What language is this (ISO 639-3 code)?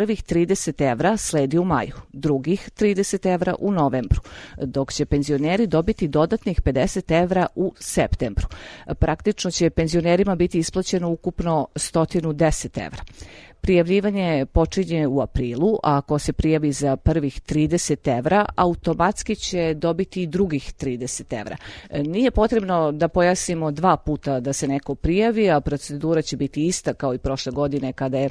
srp